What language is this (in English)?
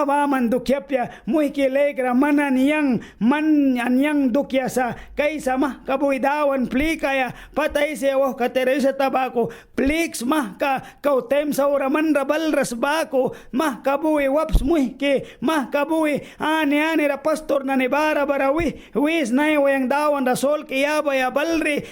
Mískito